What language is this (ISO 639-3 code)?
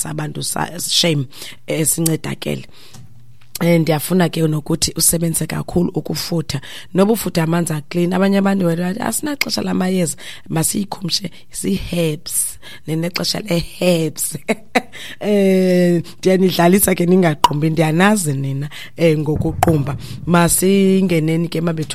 xho